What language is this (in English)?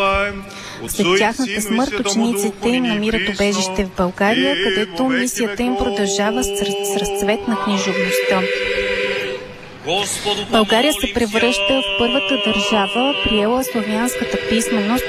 Bulgarian